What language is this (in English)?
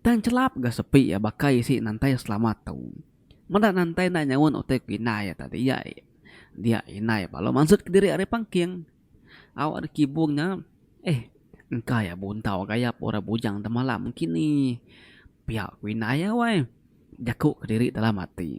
Iban